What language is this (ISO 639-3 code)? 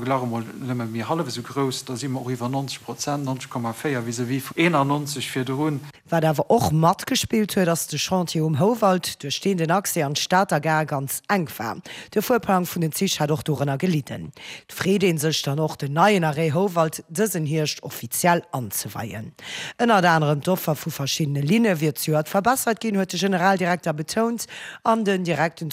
ltz